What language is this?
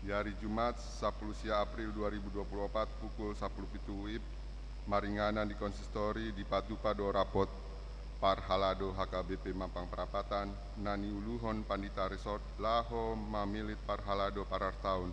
Batak Toba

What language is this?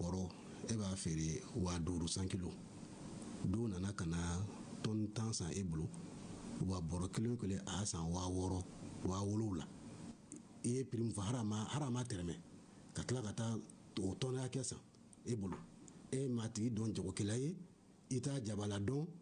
Bambara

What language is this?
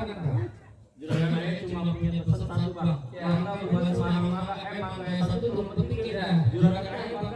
Betawi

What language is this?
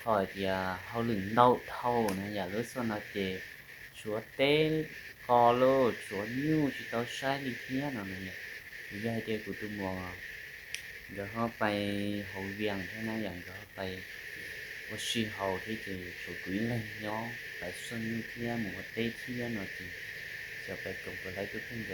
Hmong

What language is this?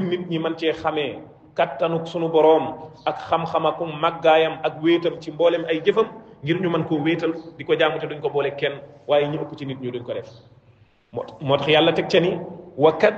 Wolof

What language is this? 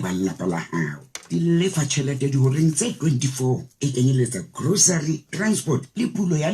Southern Sotho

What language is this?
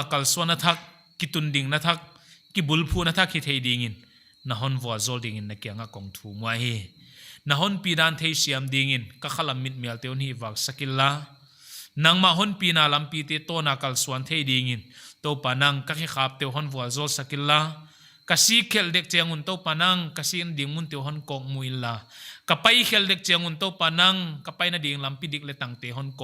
Paite Chin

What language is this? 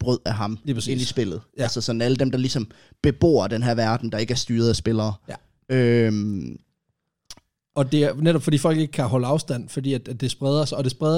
Danish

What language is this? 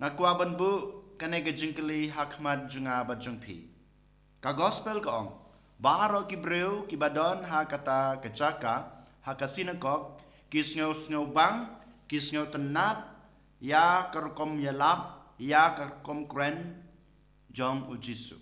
Khasi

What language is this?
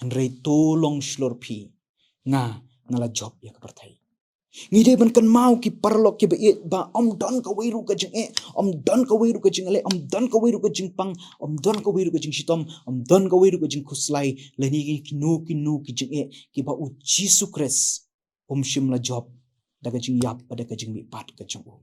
Khasi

